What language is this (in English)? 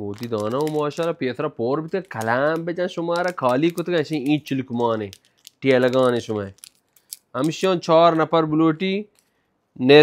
Baluchi